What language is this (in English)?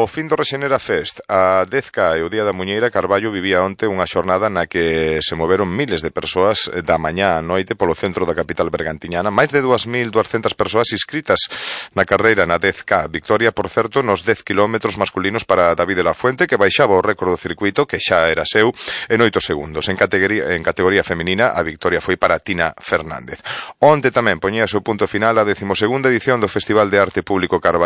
Galician